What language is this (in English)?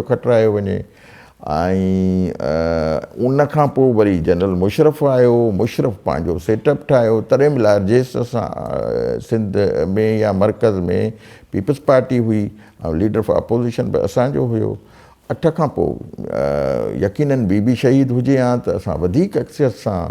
Sindhi